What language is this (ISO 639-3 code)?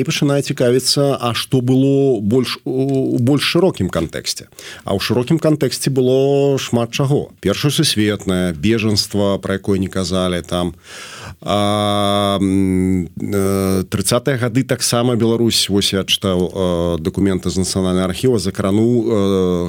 bel